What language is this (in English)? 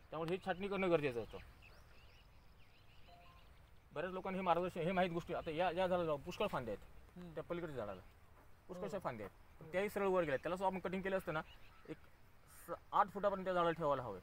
Marathi